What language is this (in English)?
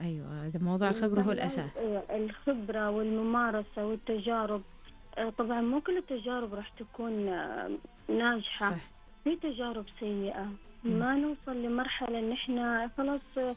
Najdi Arabic